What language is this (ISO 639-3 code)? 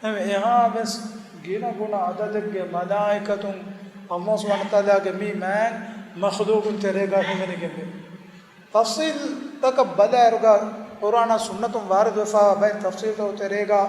div